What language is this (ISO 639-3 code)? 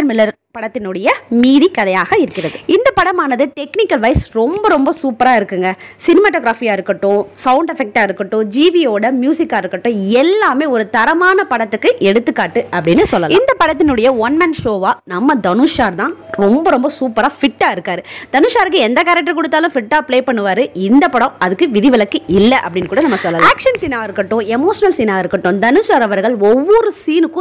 tam